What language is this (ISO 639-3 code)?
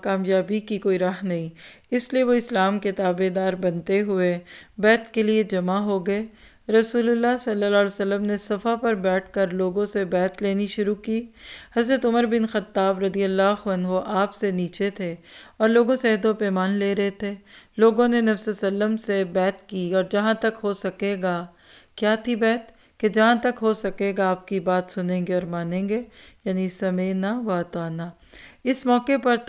urd